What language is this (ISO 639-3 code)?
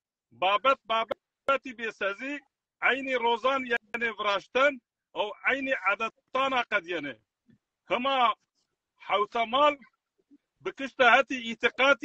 zza